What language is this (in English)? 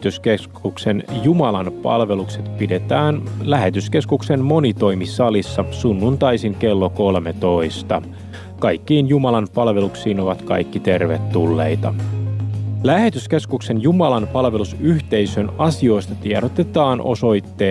Finnish